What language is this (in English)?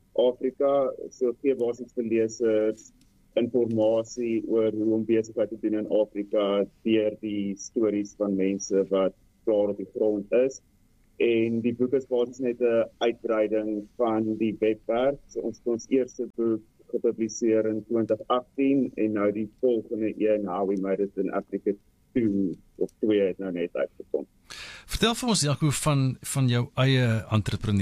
Afrikaans